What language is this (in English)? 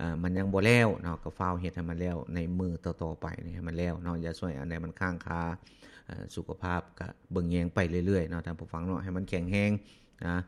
Lao